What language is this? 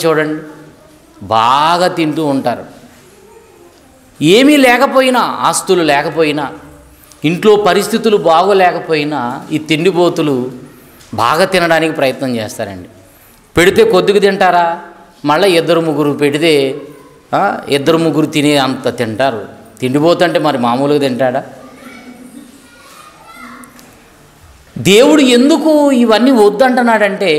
Telugu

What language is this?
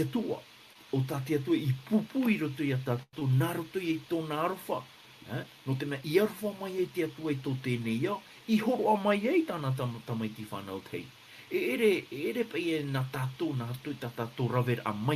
Tahitian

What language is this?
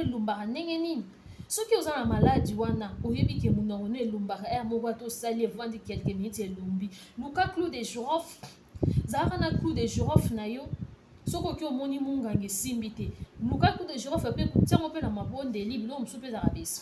Lingala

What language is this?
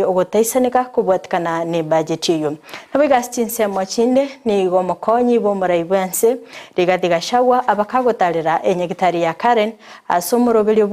Gusii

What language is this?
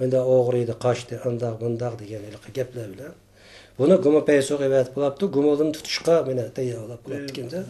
Uyghur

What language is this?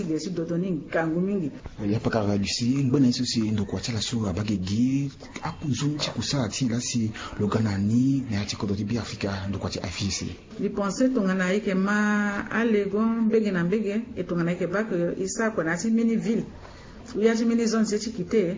Sango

